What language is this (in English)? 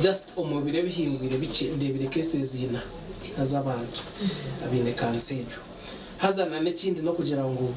Nyankole